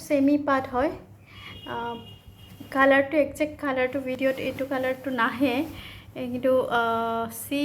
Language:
Assamese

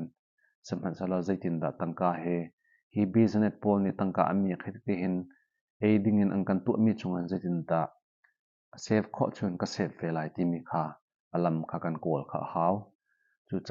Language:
Hakha Chin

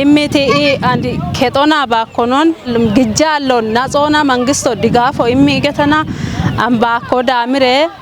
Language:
Kafa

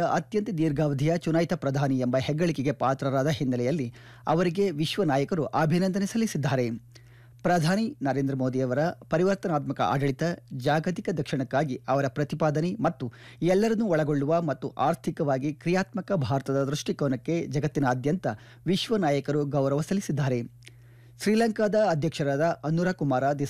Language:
Kannada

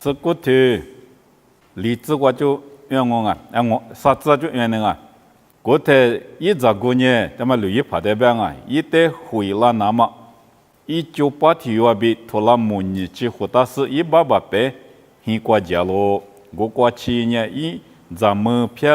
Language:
Lisu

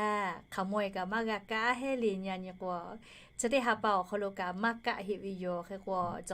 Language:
Lahu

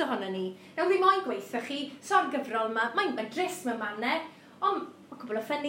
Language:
Welsh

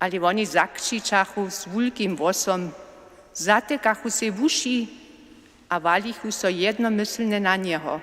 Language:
Upper Sorbian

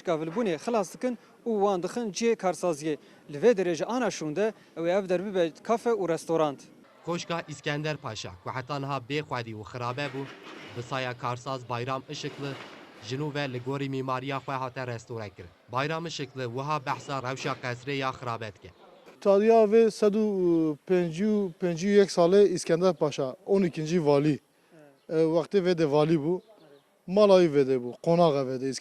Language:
Kurdish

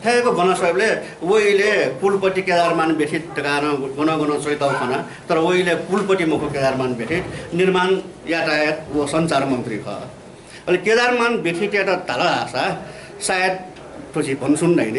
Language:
Newari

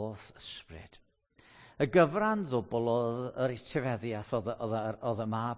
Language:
Welsh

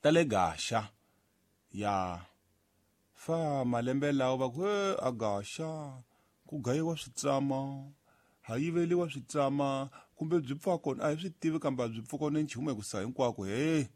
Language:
Tsonga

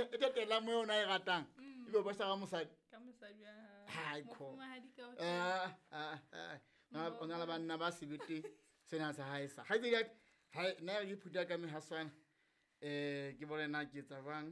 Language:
Southern Sotho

